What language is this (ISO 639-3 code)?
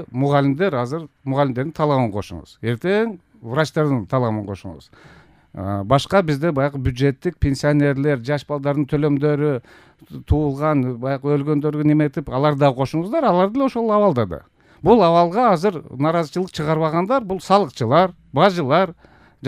kir